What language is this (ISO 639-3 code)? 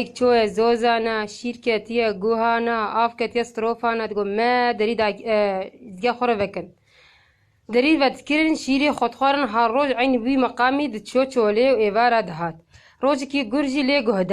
kur